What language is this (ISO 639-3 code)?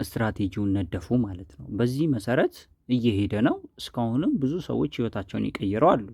amh